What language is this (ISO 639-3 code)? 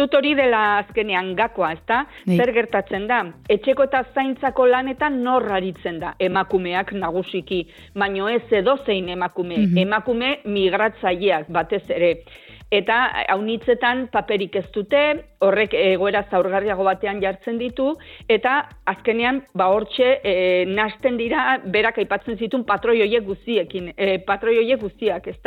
eus